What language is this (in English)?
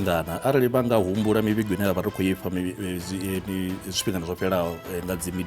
Venda